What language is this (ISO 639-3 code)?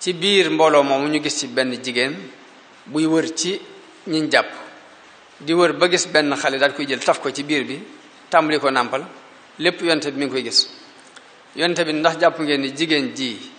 wol